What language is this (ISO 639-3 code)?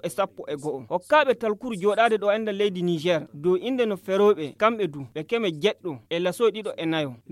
ful